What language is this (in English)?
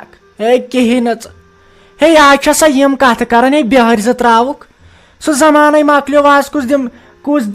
Kashmiri